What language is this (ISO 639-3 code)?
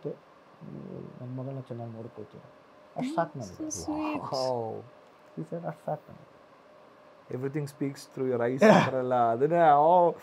kan